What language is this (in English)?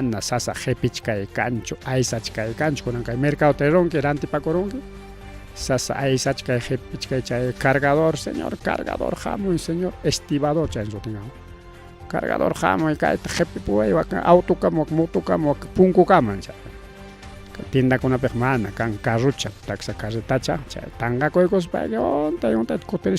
Ayacucho Quechua